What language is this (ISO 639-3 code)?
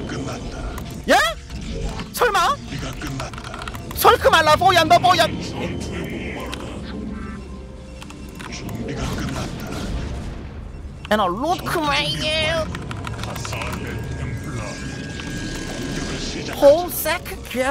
kor